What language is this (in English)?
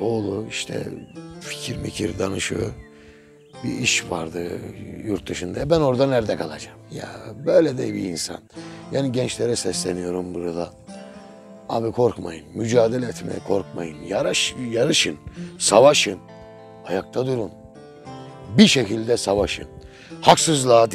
Turkish